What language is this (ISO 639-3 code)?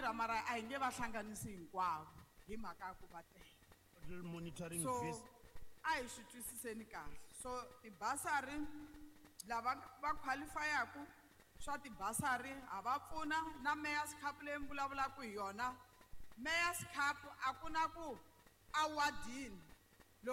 tso